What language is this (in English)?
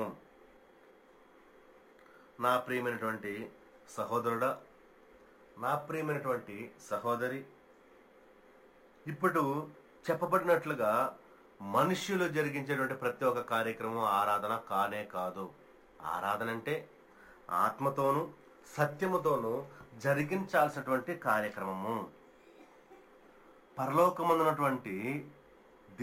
Telugu